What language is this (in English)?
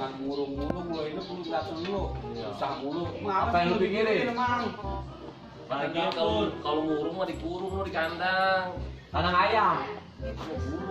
Betawi